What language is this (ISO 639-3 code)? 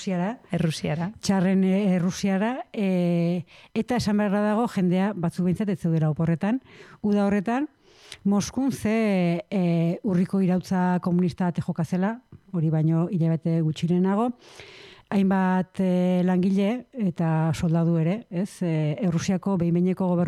eus